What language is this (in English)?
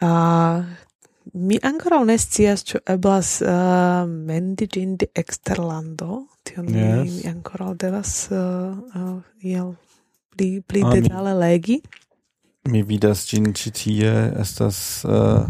Esperanto